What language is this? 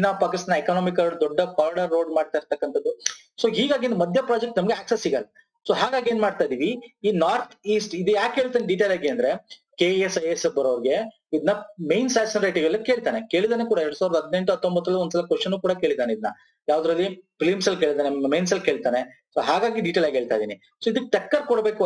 Kannada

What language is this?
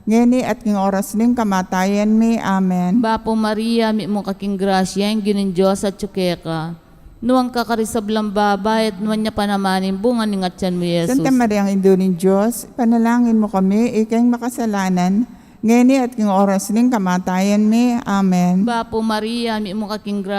Pampanga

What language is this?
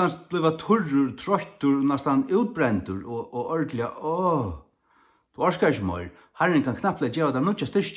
Faroese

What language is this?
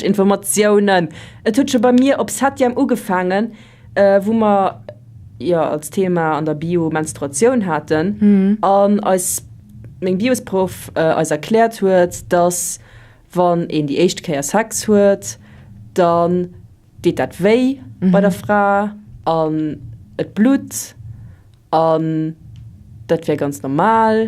Luxembourgish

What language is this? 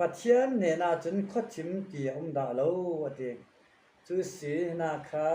Falam Chin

